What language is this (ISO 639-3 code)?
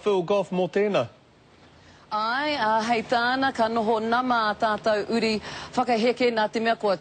mri